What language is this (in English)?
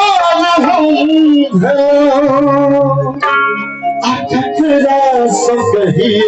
Maithili